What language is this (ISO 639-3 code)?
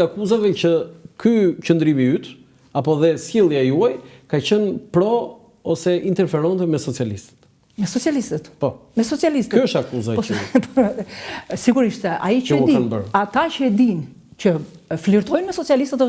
sqi